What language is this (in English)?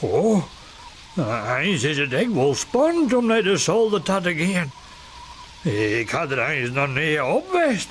Western Frisian